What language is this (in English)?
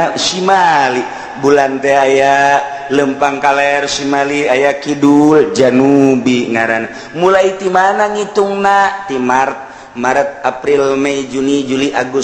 Sundanese